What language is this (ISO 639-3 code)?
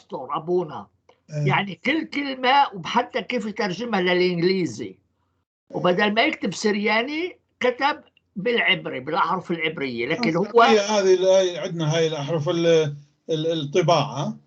apc